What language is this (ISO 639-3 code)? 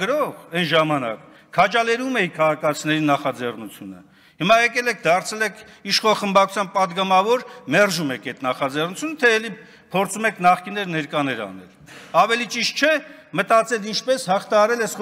hye